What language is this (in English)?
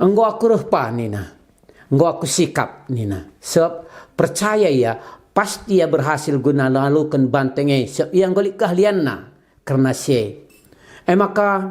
Batak Karo